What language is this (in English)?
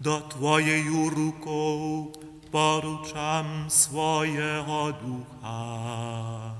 Upper Sorbian